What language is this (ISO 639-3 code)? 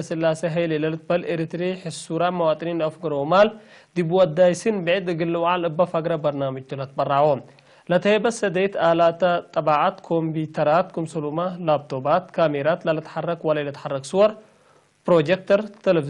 tig